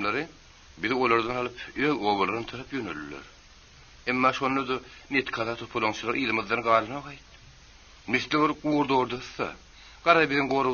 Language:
Turkmen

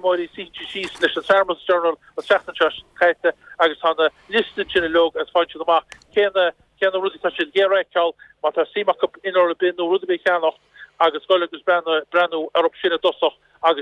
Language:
Irish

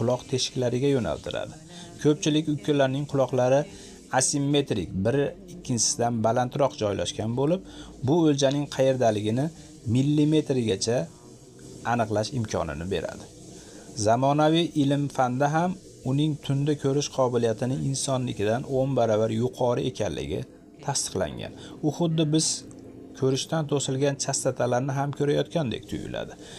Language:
Uzbek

